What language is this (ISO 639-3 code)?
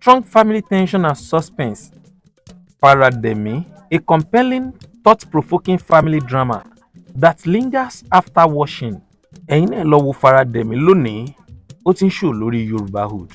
yor